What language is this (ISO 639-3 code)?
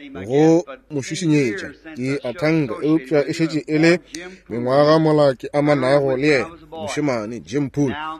nso